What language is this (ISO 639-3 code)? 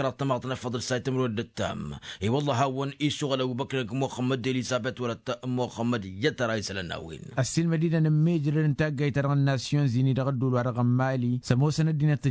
taq